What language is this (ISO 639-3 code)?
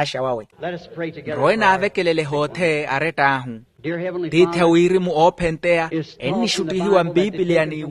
vmw